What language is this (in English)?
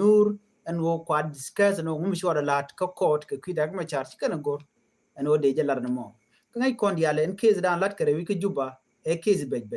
Nuer